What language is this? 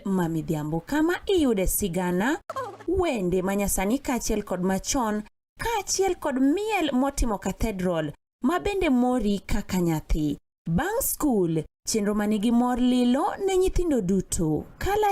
Luo (Kenya and Tanzania)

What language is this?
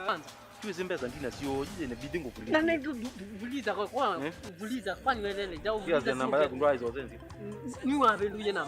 Kamba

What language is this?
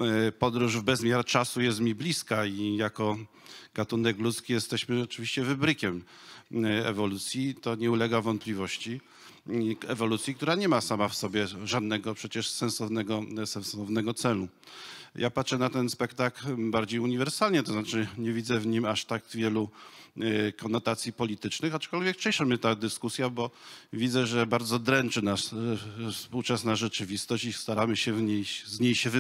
Polish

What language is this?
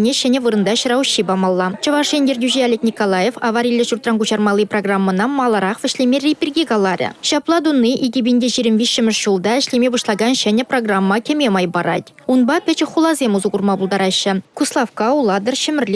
Chuvash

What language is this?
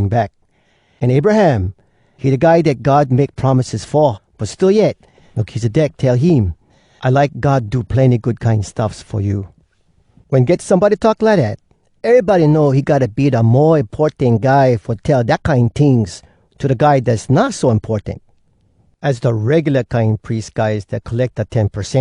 Hawai'i Creole English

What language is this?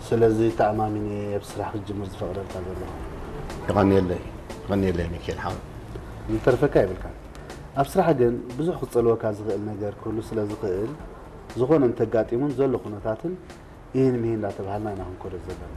Tigrinya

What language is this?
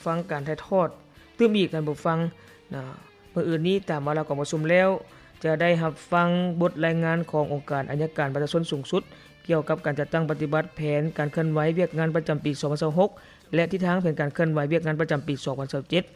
Lao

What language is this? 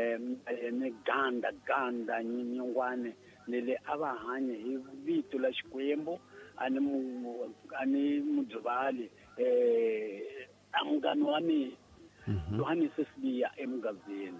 Tsonga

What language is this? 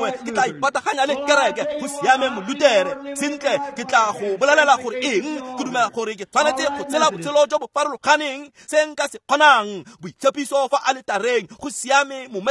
Tswana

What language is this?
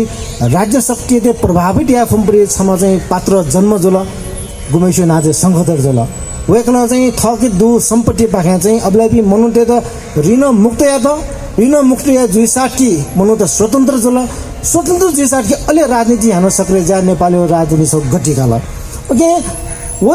Newari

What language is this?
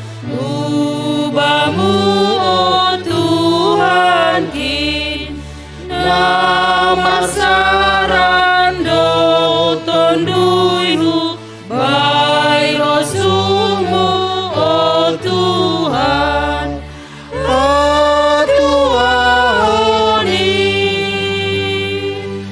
Batak Simalungun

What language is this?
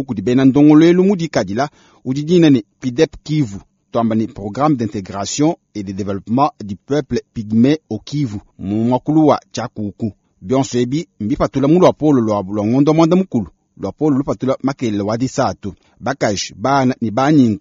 Luba-Lulua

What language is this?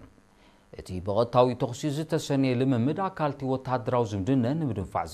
Tigrinya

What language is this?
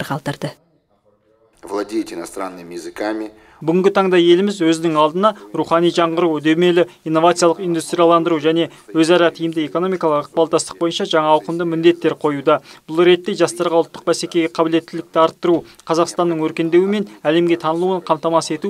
Kazakh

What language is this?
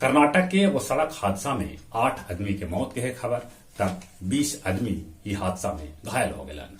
Magahi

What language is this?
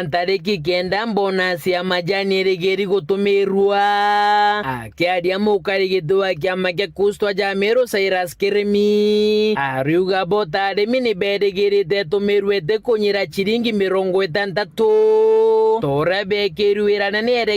Meru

